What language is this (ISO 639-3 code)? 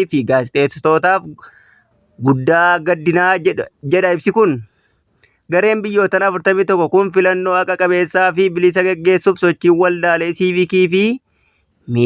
orm